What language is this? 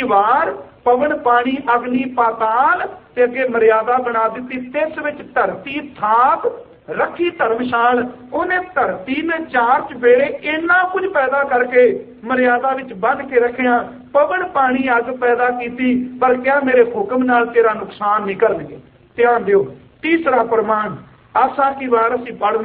Punjabi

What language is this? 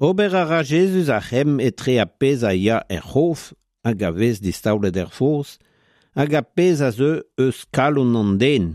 Breton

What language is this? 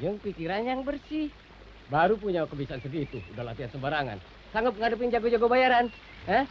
Betawi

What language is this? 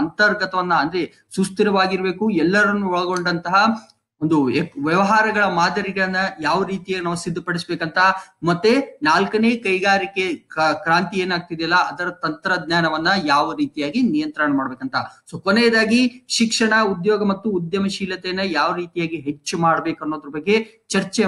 Kannada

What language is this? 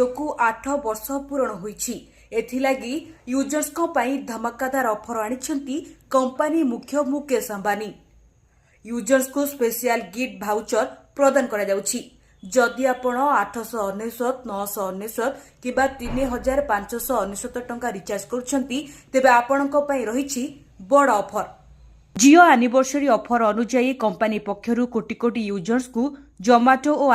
Odia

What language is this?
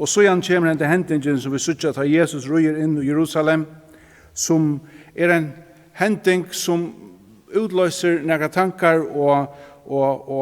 Faroese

